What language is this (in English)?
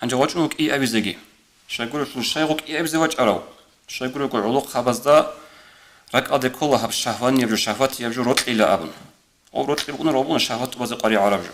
Avaric